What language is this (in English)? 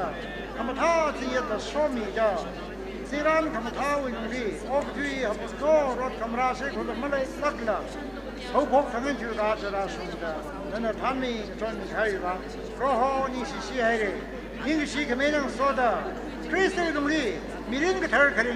Tangkhul Naga (India)